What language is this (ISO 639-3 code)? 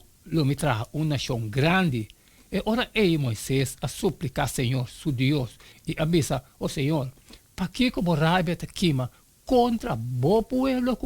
pap